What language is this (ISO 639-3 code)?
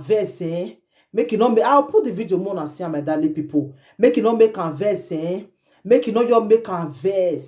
pcm